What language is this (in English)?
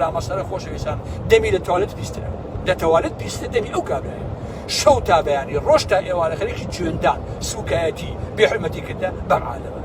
Central Kurdish